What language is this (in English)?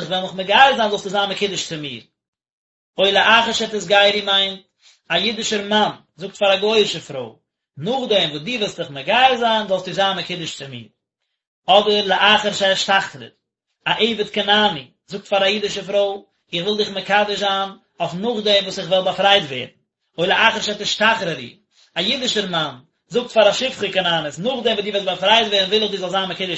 Yiddish